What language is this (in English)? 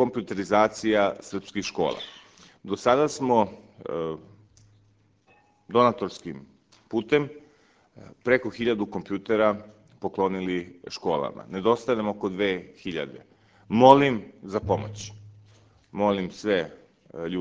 Serbian